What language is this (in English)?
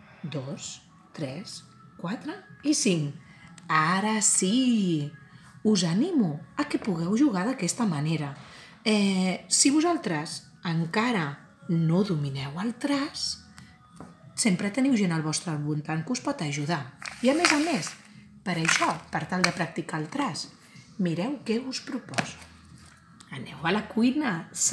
Catalan